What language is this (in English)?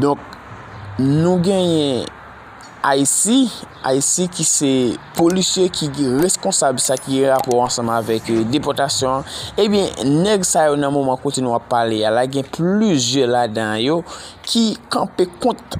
Haitian Creole